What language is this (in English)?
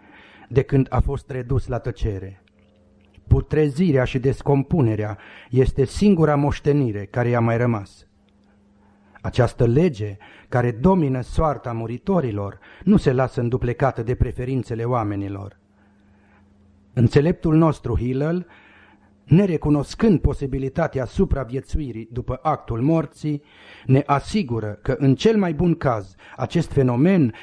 Romanian